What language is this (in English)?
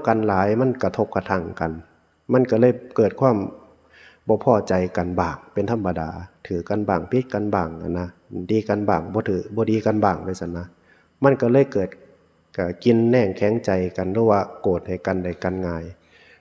Northeastern Thai